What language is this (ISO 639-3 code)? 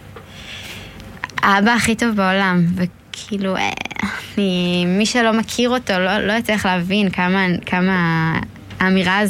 heb